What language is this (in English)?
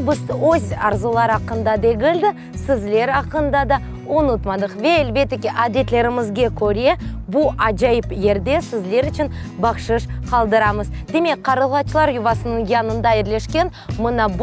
Crimean Tatar